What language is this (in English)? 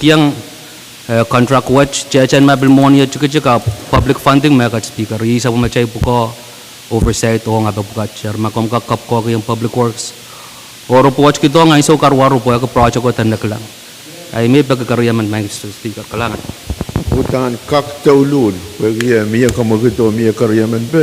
Pohnpeian